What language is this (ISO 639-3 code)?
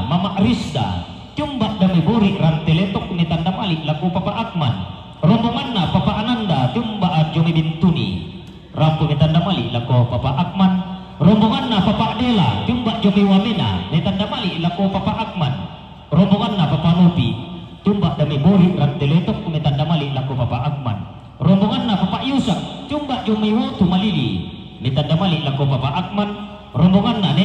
sda